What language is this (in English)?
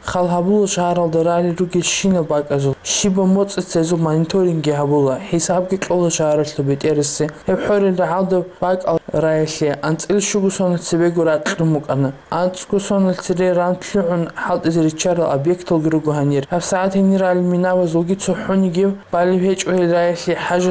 Avaric